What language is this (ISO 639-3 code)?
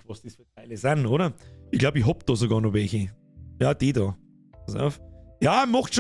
bar